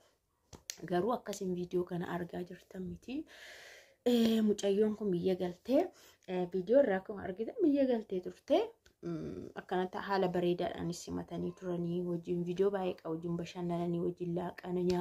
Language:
Oromo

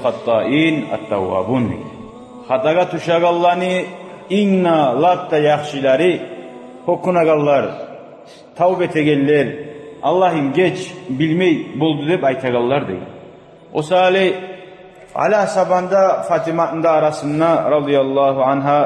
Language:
Kumyk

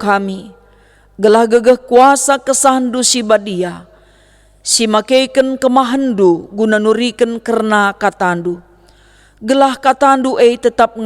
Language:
Batak Karo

